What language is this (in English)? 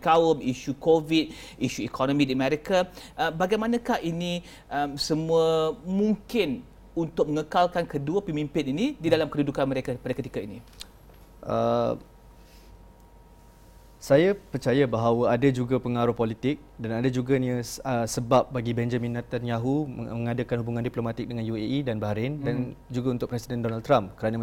Malay